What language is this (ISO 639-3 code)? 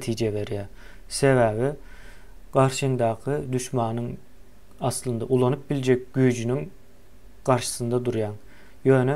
tuk